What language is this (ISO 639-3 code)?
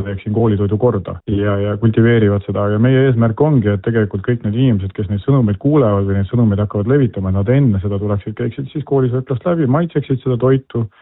est